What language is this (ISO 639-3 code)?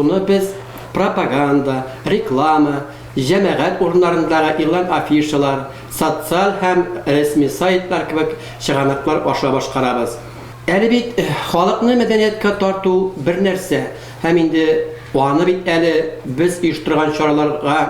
tat